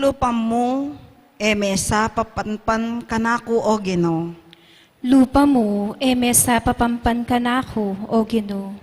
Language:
Pampanga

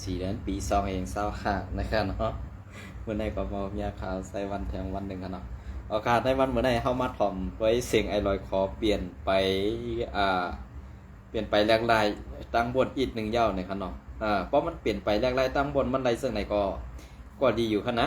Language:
Shan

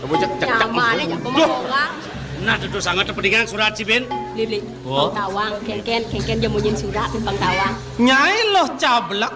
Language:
Balinese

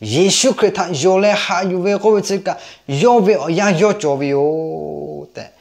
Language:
Lahu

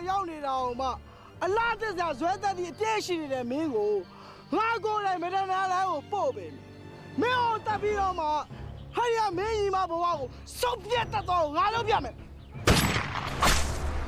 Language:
Burmese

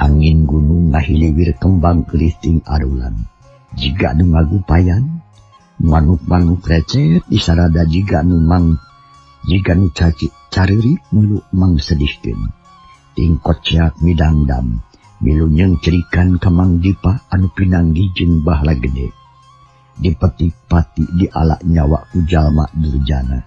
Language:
Sundanese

